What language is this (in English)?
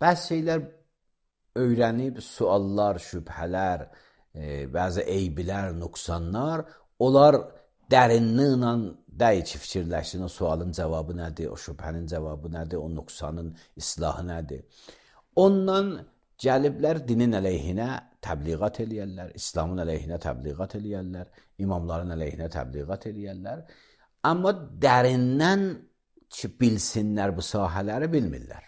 Azerbaijani